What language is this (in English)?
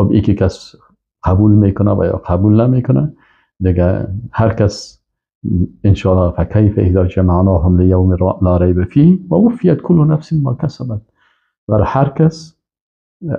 Persian